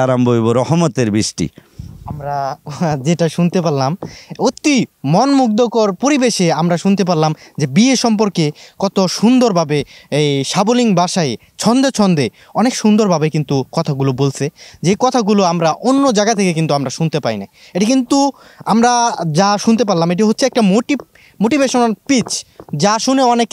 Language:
Bangla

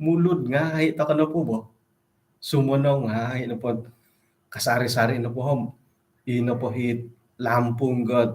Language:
Central Dusun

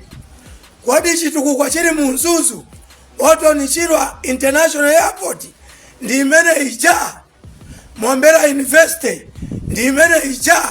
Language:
Nyanja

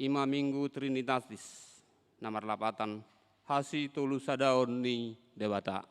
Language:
Batak Toba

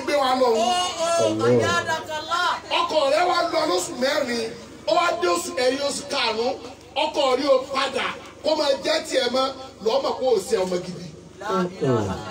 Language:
Yoruba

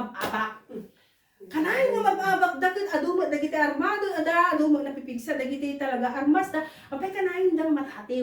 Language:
Iloko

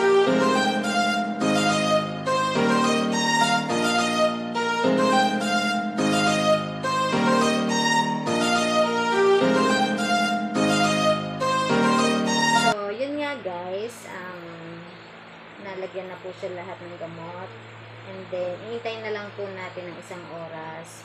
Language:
Filipino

